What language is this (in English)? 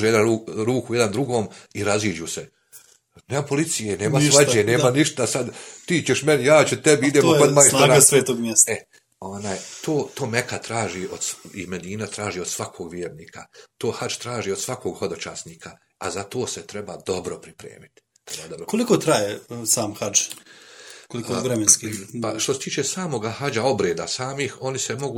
Bosnian